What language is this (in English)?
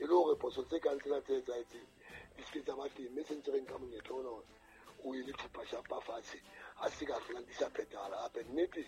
Southern Sotho